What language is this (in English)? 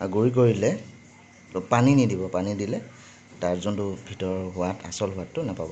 Assamese